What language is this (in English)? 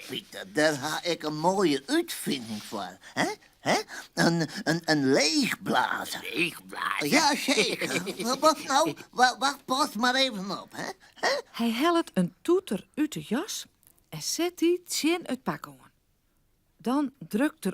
Western Frisian